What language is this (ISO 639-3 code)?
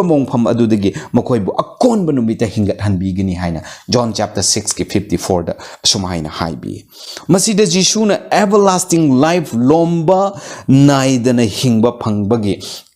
mni